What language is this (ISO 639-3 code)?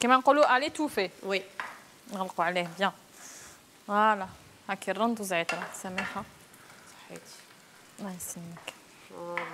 arq